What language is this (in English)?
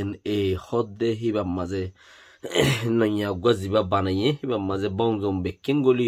Rohingya